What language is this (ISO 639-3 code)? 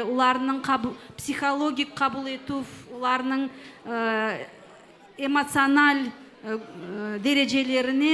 crh